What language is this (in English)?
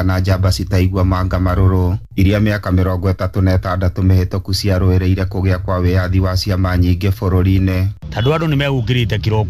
Kikuyu